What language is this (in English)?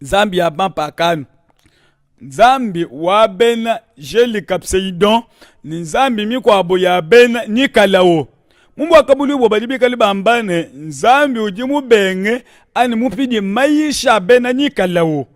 Luba-Lulua